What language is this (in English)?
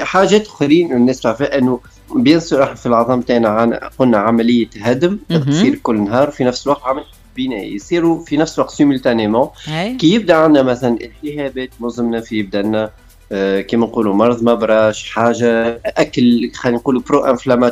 Tunisian Arabic